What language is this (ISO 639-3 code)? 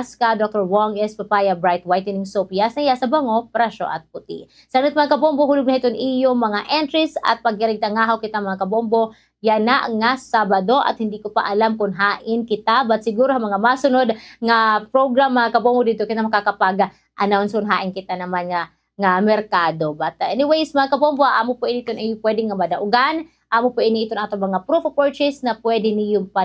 war